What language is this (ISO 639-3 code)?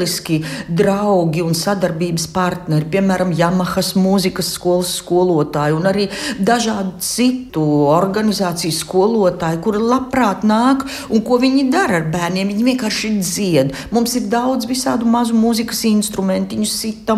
lav